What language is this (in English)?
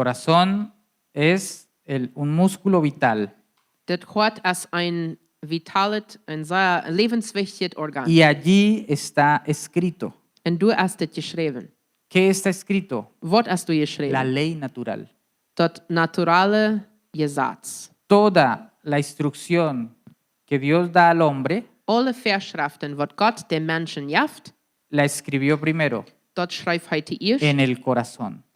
Plautdietsch